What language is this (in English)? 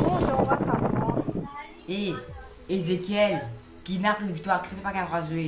Morisyen